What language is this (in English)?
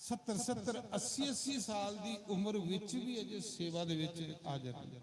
Dogri